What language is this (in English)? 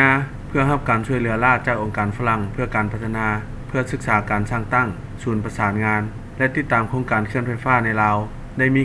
Lao